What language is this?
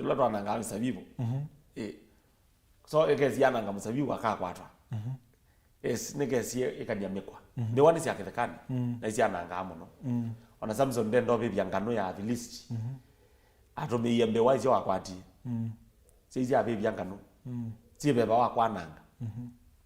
Kamba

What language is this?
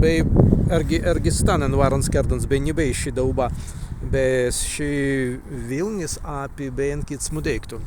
Prussian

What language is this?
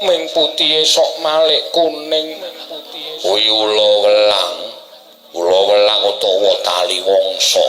Javanese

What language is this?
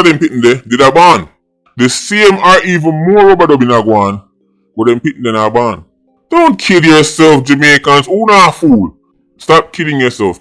Jamaican Creole English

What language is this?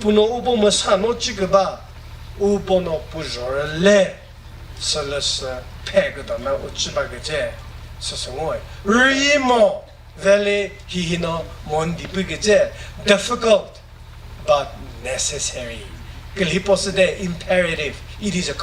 Chokri Naga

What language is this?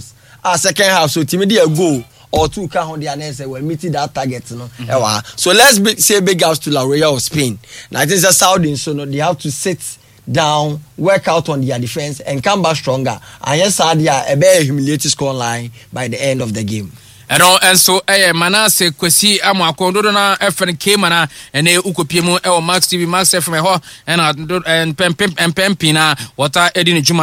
Akan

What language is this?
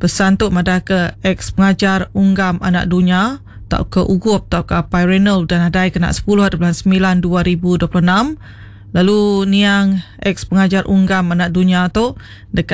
Iban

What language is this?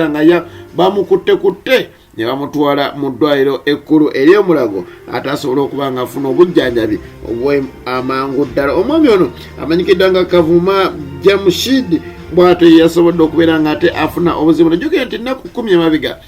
Ganda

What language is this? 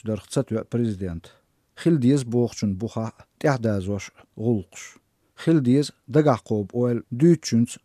Chechen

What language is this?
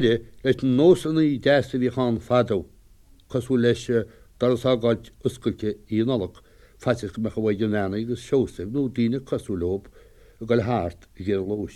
Irish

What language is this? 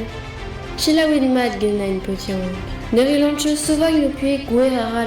Breton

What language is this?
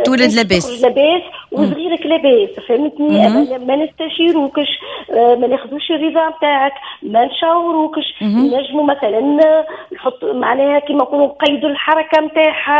Tunisian Arabic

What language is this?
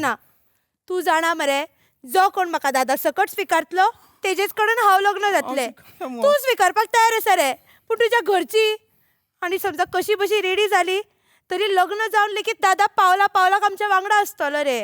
Konkani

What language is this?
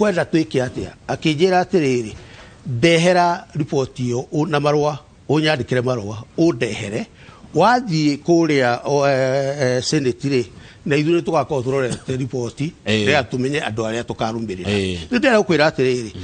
Kikuyu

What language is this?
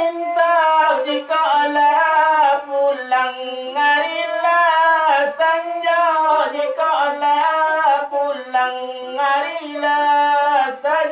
Minangkabau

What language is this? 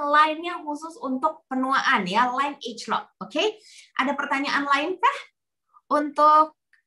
Indonesian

